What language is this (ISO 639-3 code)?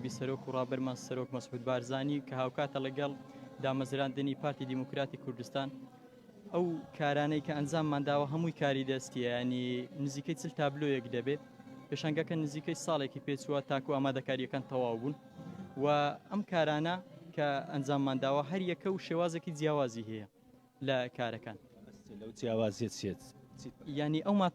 ckb